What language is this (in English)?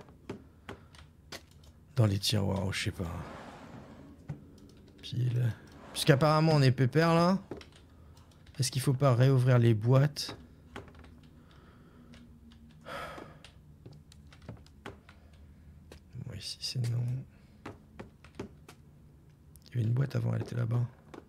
French